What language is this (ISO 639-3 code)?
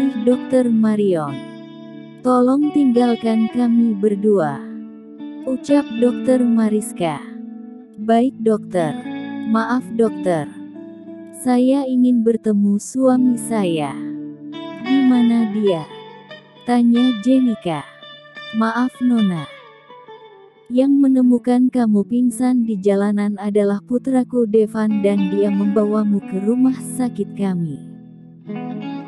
ind